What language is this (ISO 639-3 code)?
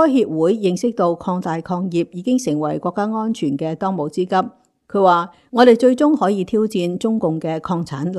yue